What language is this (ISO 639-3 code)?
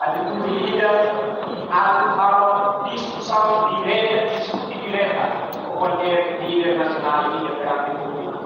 tet